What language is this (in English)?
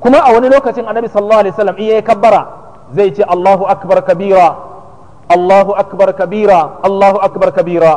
Hausa